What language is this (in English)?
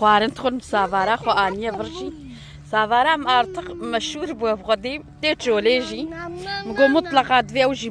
Kurdish